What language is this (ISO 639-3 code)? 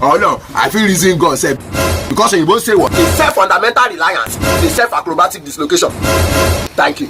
pcm